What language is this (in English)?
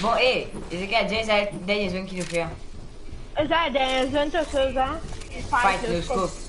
Morisyen